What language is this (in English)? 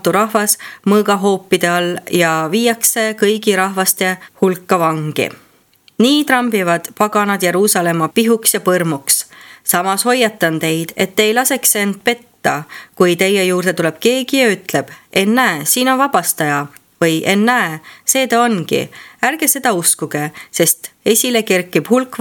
Estonian